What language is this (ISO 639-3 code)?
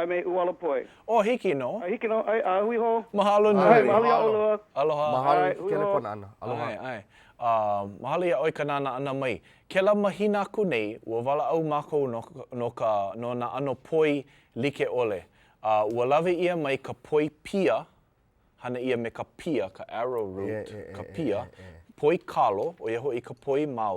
haw